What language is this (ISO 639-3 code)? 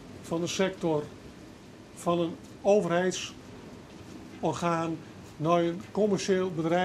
fry